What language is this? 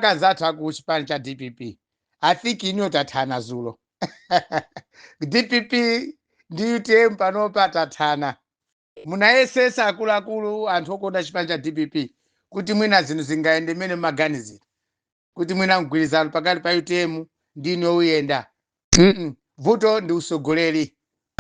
Nyanja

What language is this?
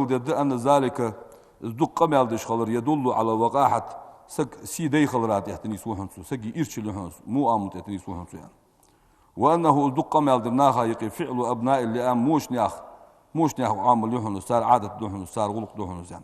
Ingush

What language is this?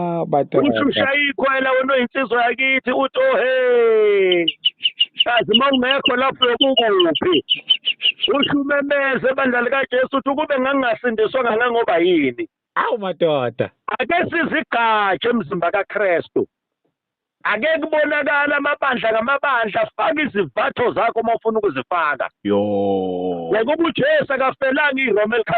Zulu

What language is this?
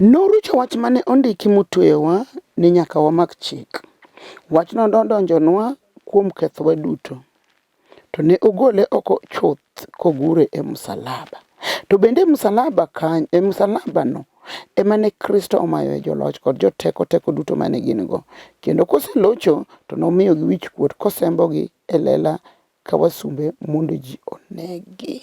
Luo (Kenya and Tanzania)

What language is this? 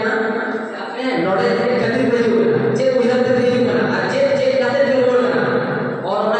Santali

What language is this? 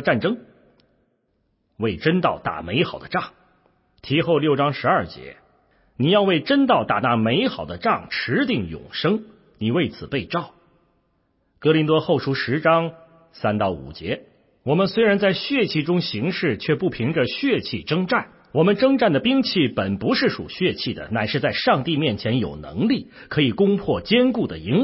Chinese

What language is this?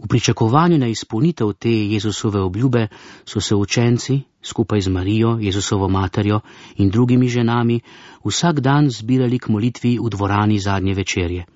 Slovenian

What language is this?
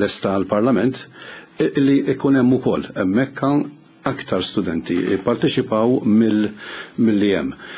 Maltese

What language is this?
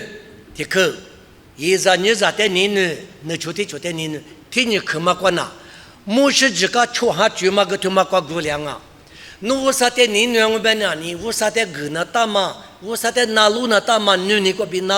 Lisu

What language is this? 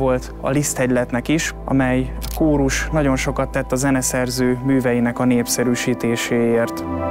Hungarian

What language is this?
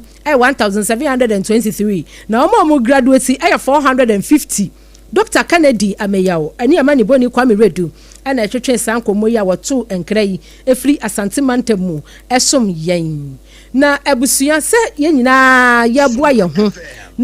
Akan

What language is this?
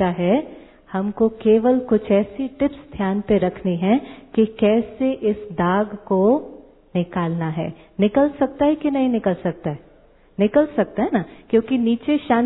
Hindi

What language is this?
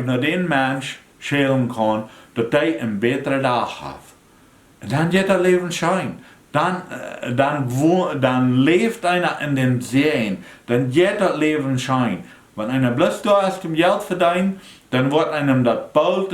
Plautdietsch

